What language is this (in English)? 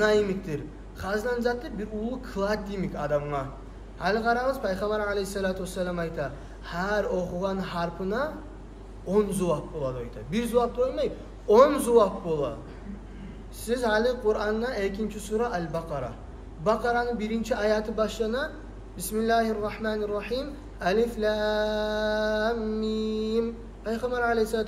Kumyk